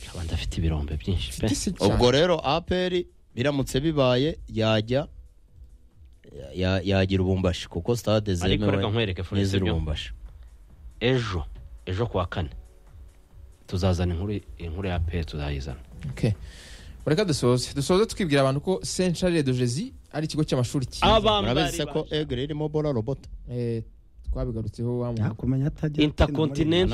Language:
Kinyarwanda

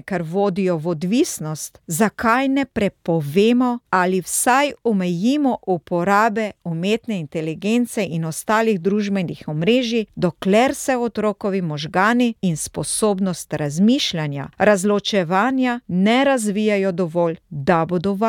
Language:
Slovenian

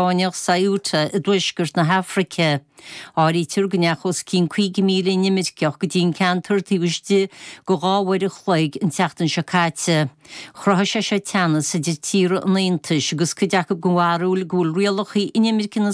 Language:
Irish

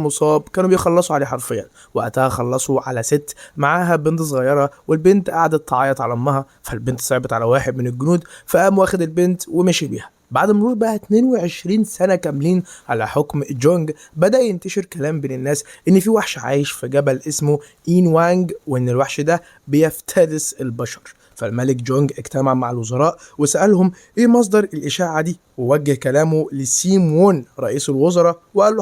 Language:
Egyptian Arabic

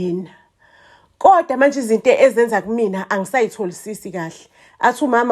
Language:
Zulu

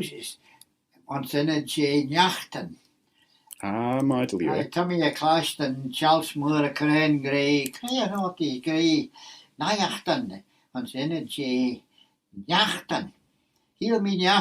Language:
Manx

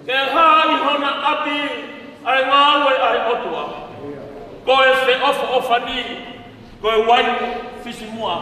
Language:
Tongan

